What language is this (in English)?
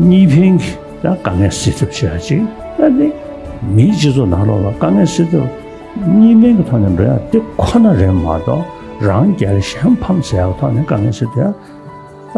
Tibetan